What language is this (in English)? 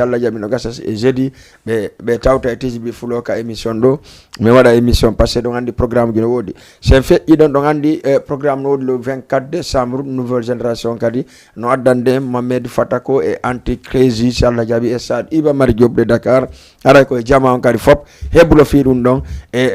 Fula